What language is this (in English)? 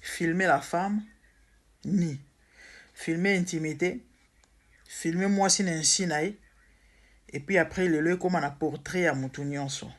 Lingala